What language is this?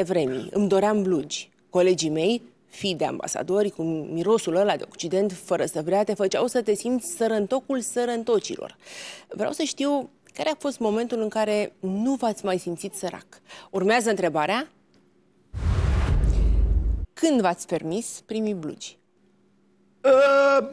Romanian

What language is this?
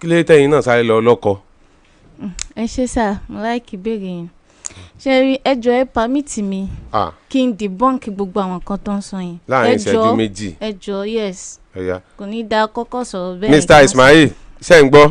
Yoruba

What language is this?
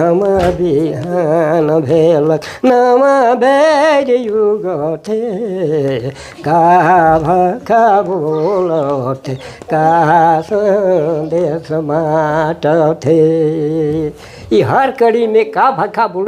Sadri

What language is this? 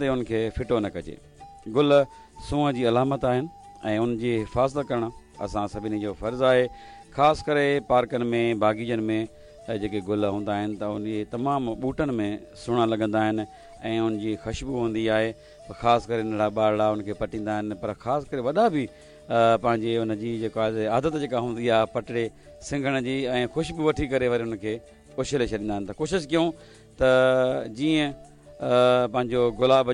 Sindhi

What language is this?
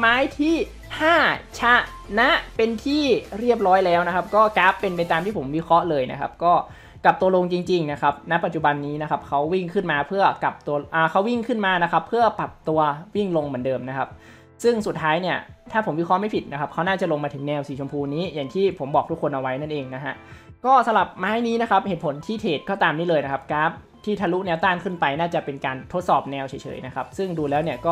Thai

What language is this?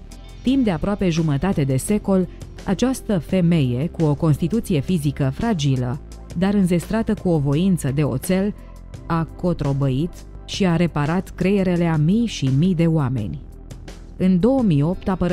Romanian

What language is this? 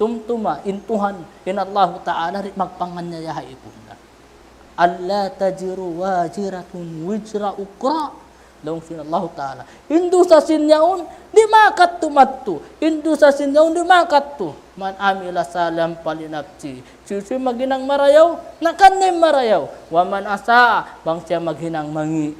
Tausug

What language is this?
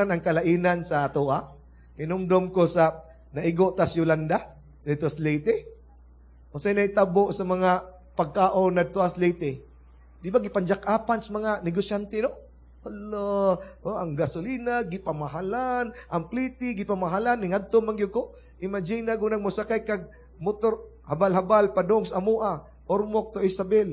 Cebuano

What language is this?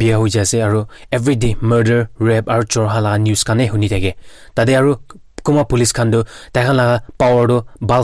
Naga Pidgin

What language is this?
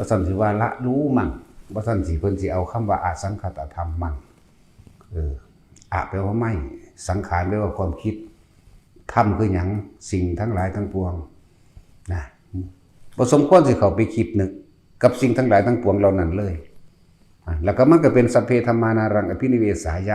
Northeastern Thai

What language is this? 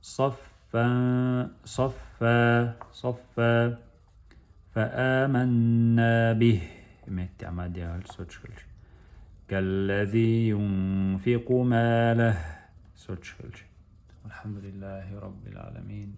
Chechen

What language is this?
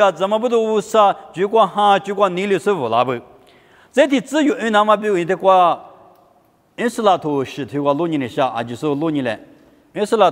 Lisu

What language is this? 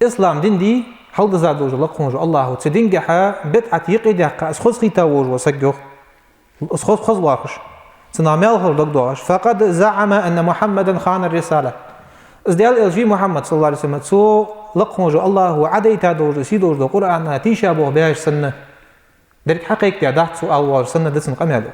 Ingush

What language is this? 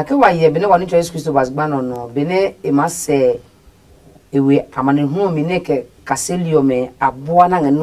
Adangme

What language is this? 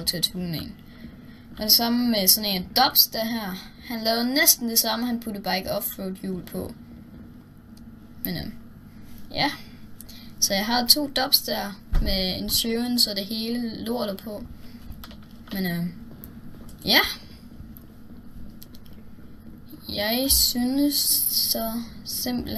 Danish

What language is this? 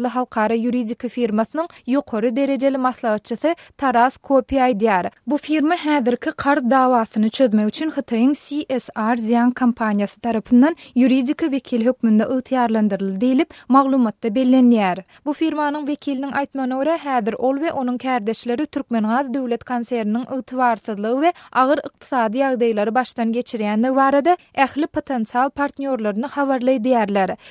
Turkmen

